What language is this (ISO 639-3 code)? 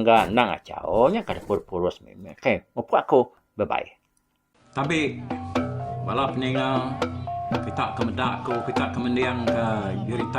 iba